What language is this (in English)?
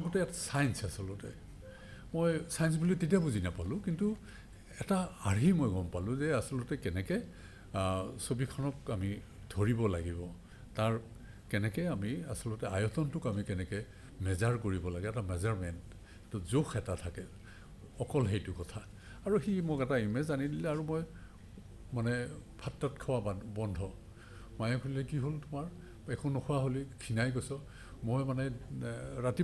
Assamese